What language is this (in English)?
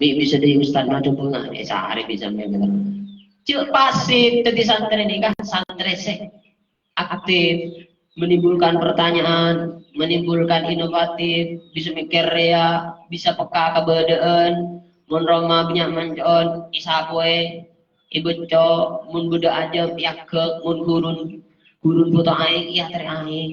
Madurese